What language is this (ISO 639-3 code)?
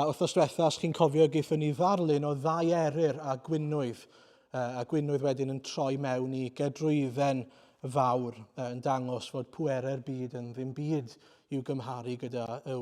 cym